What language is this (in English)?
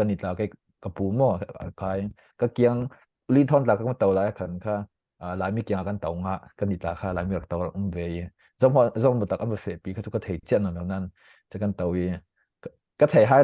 Falam Chin